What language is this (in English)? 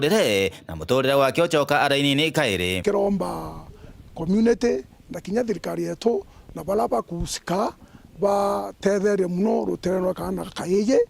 Meru